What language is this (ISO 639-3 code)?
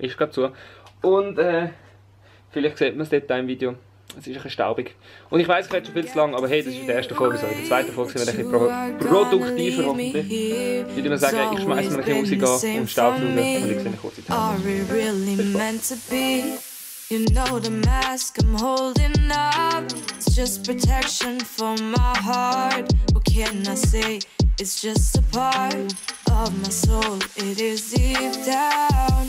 gsw